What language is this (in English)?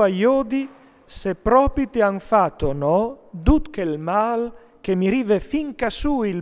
Friulian